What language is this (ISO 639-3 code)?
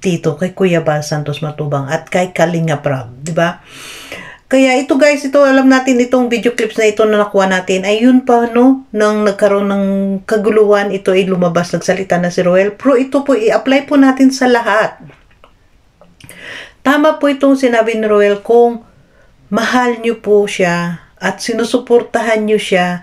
fil